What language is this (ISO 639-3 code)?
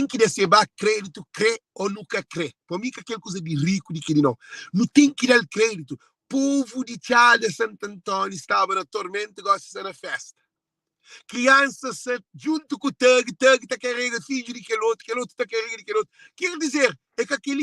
kea